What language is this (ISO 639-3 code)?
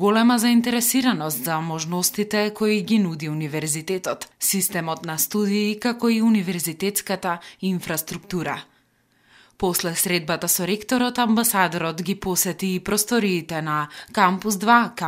mkd